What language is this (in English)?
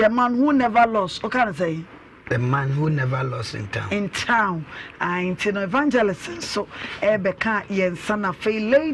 Akan